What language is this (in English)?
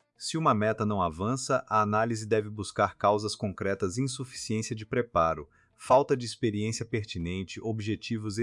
Portuguese